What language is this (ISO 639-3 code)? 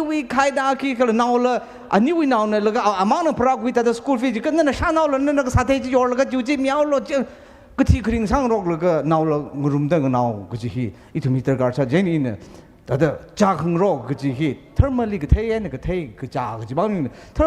nmf